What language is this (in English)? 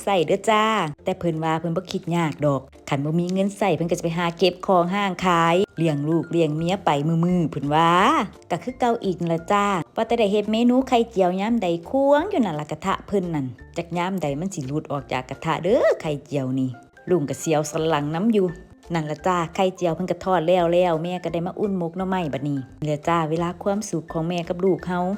Northeastern Thai